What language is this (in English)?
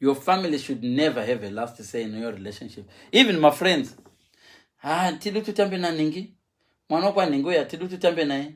Shona